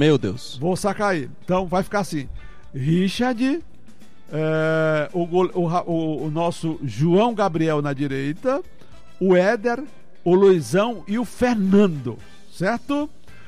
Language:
Portuguese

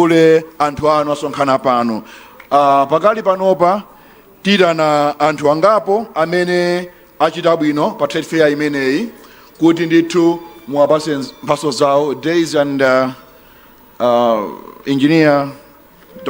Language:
Nyanja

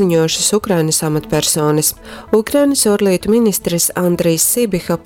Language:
Latgalian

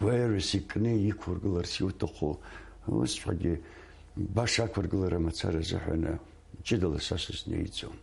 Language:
Abkhazian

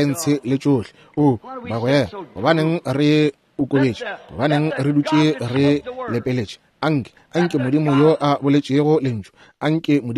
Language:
Northern Sotho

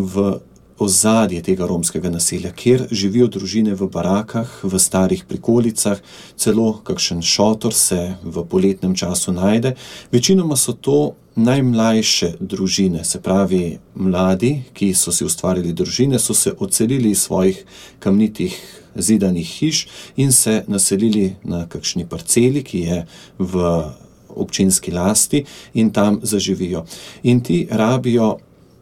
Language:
Slovenian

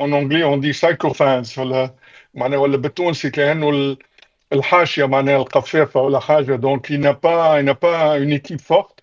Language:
Tunisian Arabic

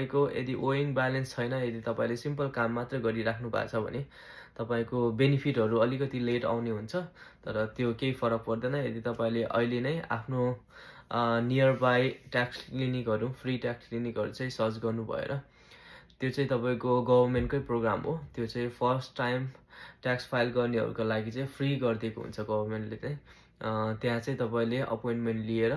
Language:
Nepali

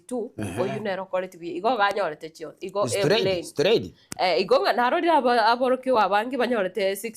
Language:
Gusii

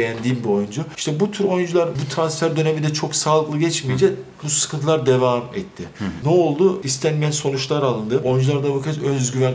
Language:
Turkish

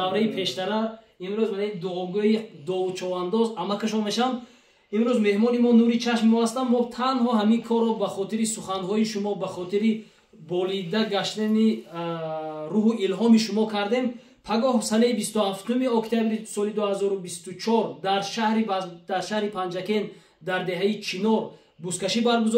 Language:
Tajik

